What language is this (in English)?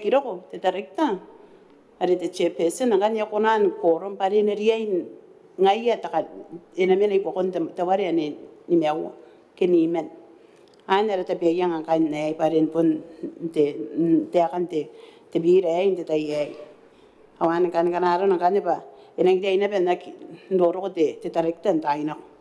Gilbertese